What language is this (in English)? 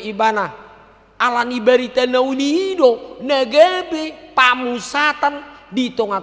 Batak Toba